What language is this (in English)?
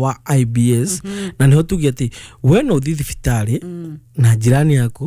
Kikuyu